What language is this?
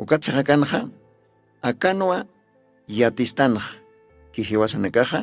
Aymara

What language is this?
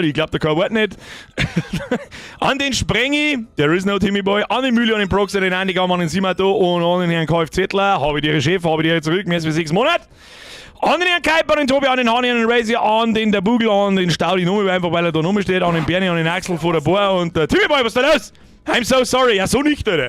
Bavarian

